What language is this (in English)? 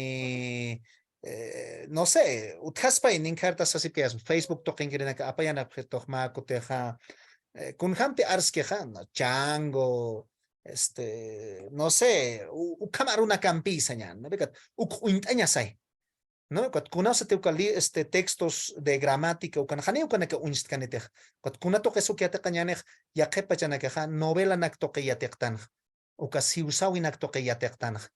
Aymara